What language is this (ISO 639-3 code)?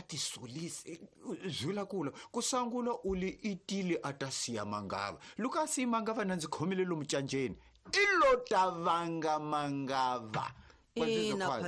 tso